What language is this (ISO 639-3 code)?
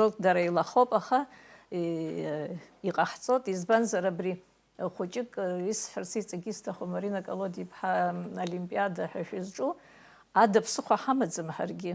abk